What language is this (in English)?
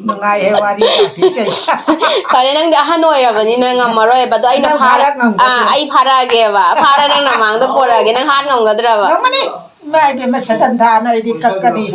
Manipuri